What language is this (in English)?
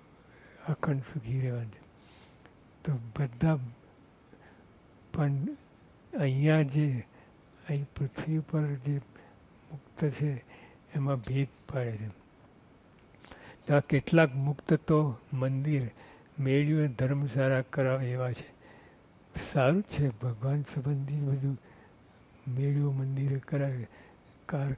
Gujarati